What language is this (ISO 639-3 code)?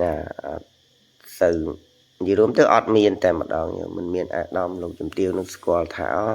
khm